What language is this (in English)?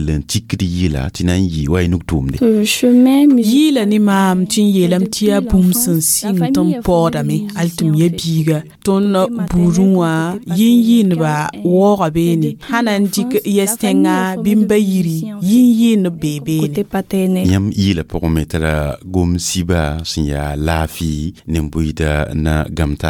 Mossi